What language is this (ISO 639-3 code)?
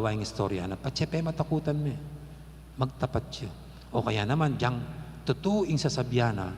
pam